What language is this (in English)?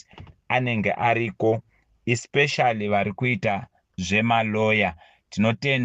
Shona